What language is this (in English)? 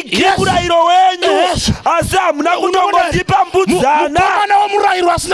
Shona